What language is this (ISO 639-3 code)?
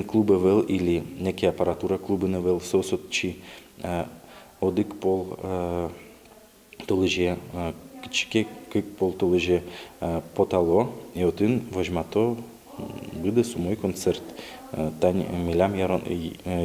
udm